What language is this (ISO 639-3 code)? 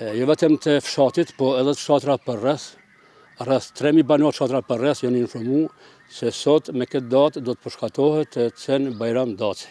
sqi